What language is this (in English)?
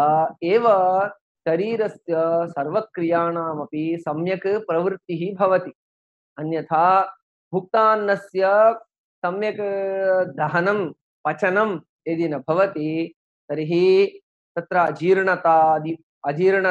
Sanskrit